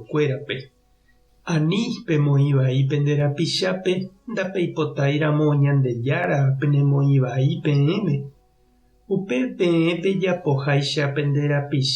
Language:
Guarani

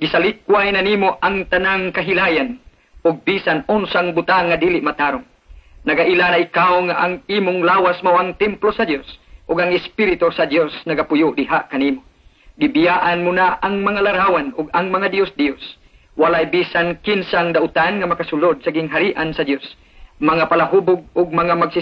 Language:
Cebuano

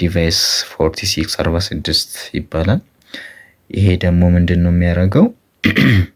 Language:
Amharic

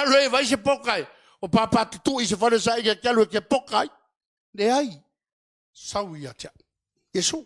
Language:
Samoan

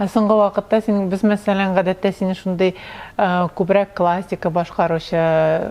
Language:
Tatar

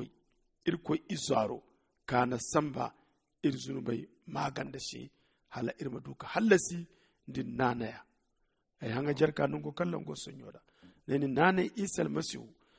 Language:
Zarma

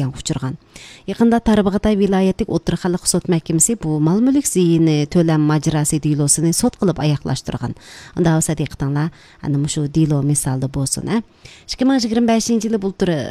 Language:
Uyghur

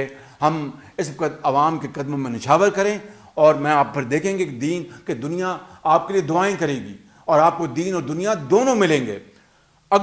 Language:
Urdu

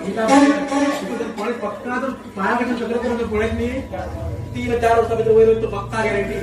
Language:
Konkani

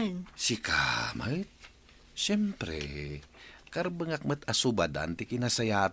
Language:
Iloko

